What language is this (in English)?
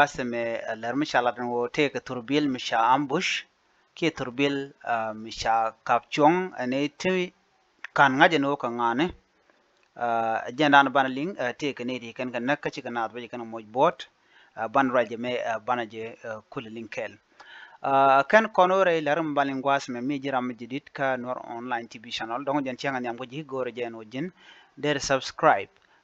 Nuer